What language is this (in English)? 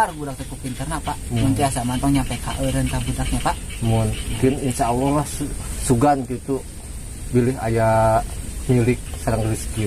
Sundanese